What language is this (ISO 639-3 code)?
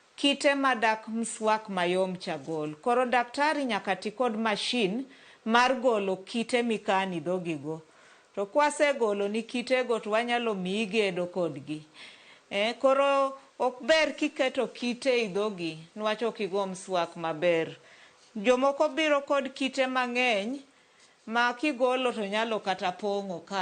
luo